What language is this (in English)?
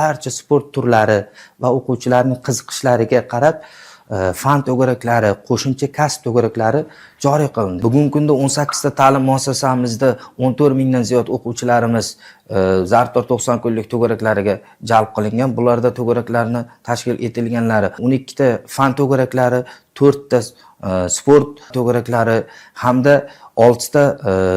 Uzbek